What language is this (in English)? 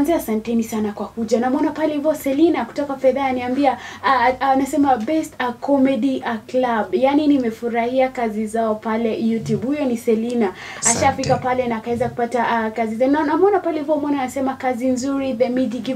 Swahili